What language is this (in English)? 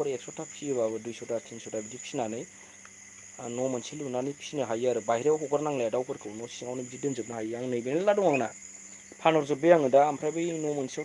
Bodo